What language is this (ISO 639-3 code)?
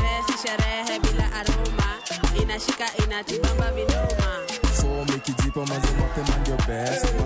luo